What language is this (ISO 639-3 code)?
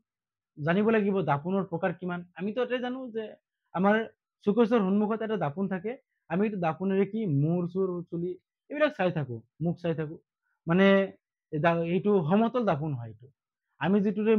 asm